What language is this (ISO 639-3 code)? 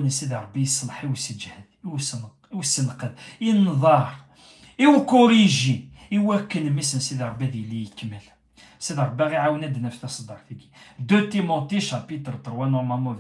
kab